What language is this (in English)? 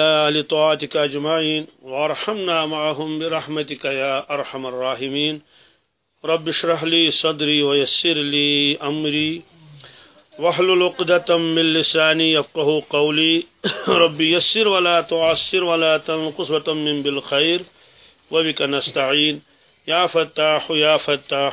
Kashmiri